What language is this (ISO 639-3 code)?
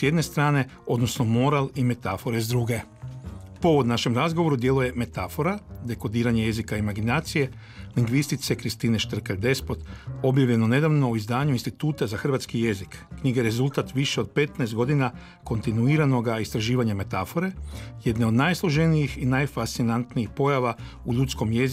hrv